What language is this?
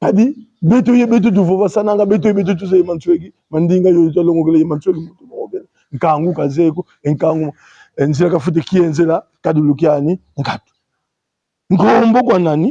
Kongo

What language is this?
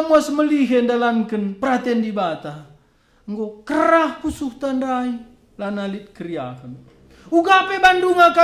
Batak Karo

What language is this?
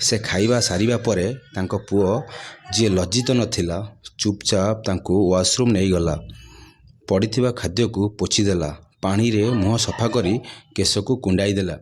Odia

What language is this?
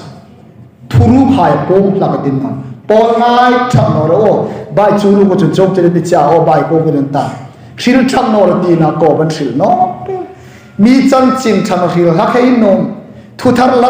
Hmar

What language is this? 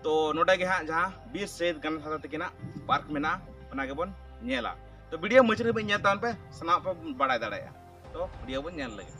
Santali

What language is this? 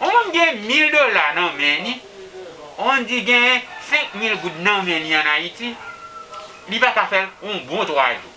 Haitian Creole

